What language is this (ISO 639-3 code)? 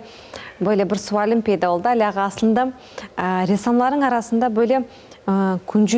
crh